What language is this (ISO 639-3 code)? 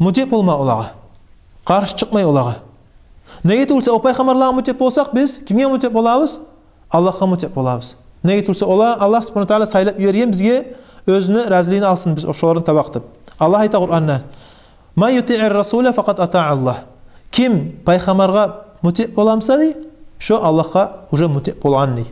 kum